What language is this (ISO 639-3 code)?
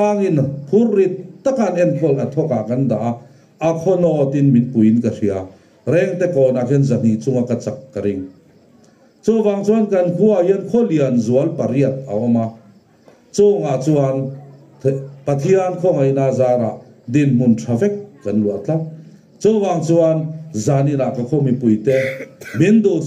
lus